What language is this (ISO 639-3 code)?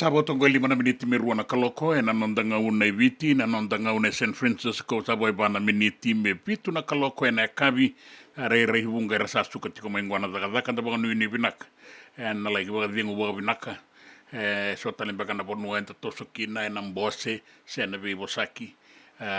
fij